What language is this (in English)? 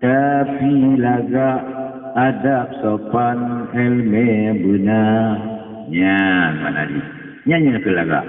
Achinese